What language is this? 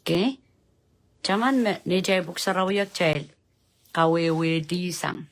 Pohnpeian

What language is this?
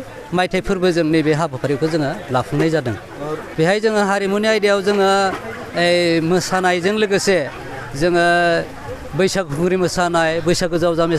Bodo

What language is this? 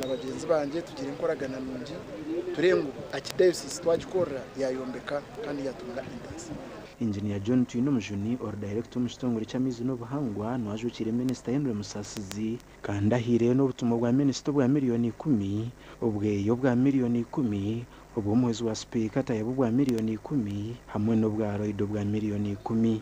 Nyankole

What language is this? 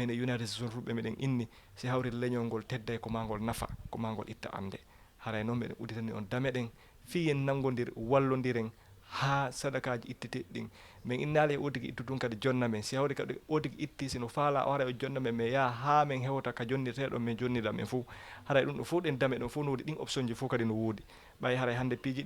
Fula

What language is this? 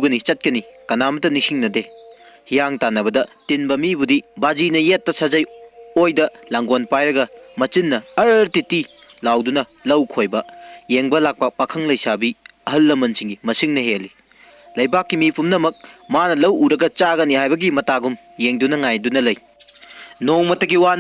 Manipuri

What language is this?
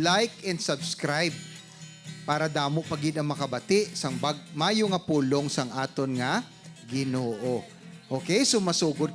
Hiligaynon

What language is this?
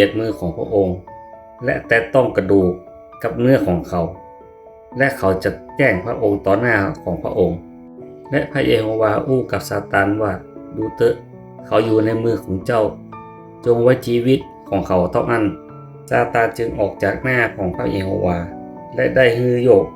Northern Thai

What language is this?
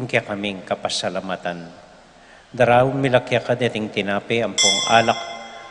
Pampanga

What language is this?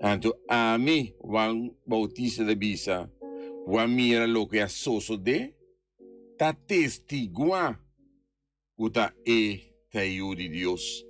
Papiamento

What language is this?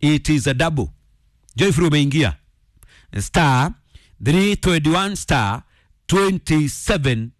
Kikuyu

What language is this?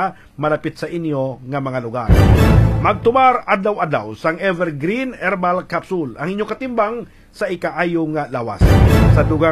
Hiligaynon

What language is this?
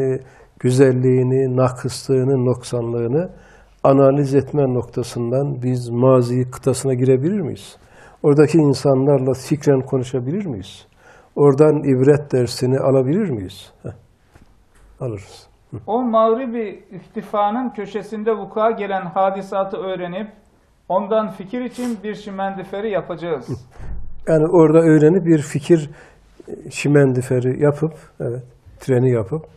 Turkish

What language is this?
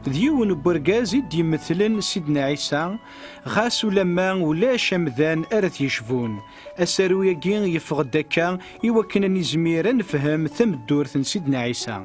Kabyle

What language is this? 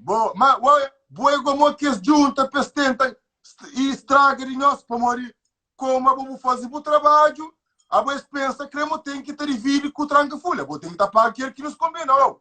Kabuverdianu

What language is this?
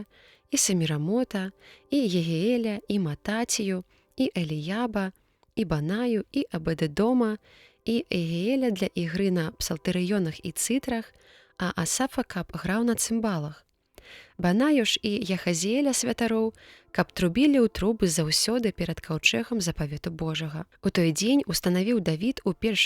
Belarusian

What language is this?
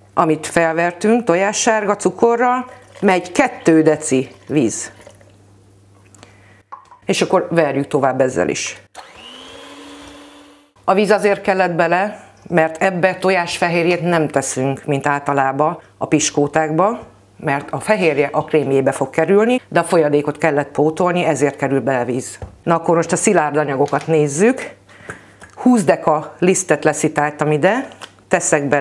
Hungarian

